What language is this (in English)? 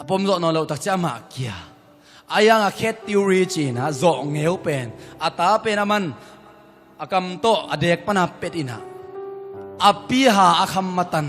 Tedim Chin